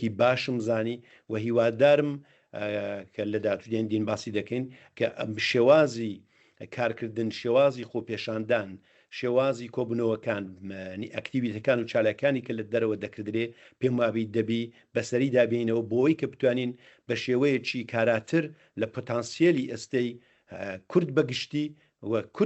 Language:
Central Kurdish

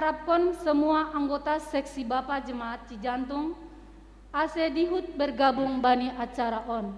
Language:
Batak Simalungun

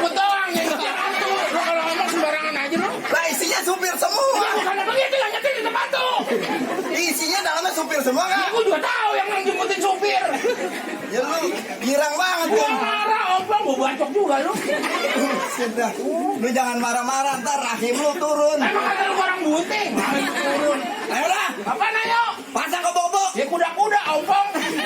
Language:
Betawi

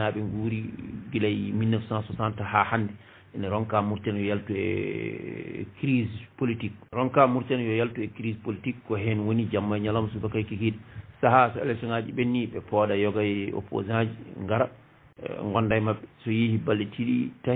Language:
Fula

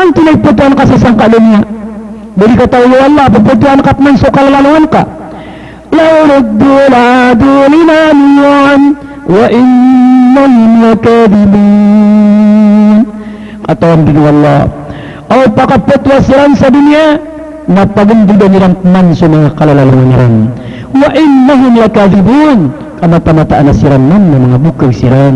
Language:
Maranao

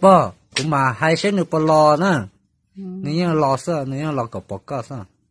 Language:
Hmong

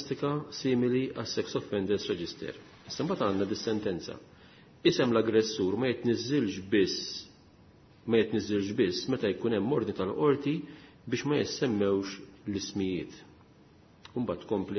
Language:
Maltese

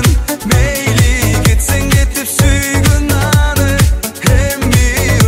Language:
Kazakh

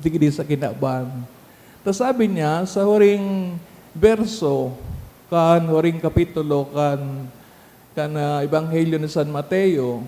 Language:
Bikol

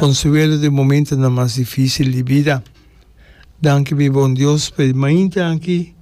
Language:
Papiamento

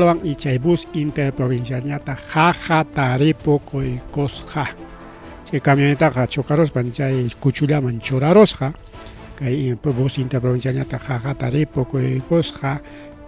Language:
Ayacucho Quechua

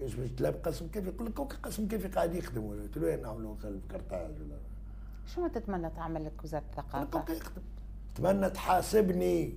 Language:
Tunisian Arabic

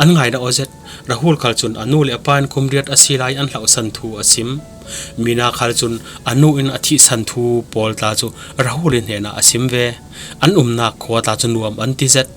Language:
Falam Chin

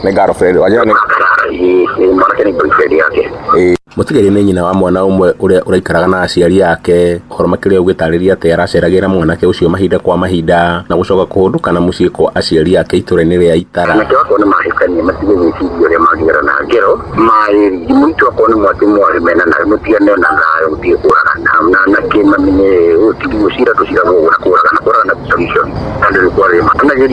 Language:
Kikuyu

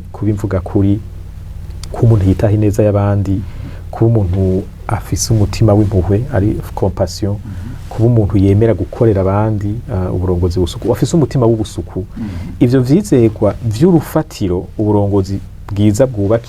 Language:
Rundi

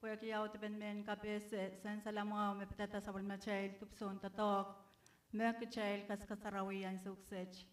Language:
Pohnpeian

